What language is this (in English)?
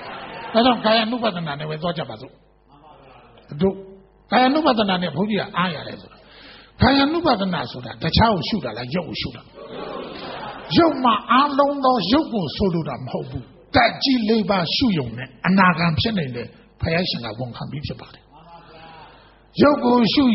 Burmese